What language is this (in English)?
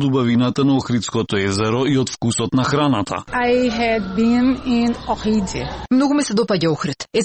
Macedonian